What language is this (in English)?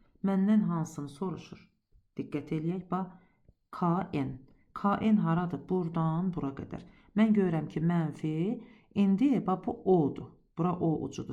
Azerbaijani